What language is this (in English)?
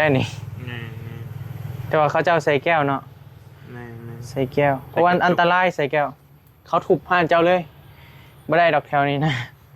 Northeastern Thai